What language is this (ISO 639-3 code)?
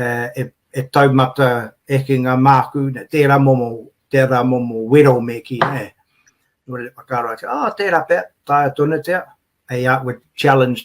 mri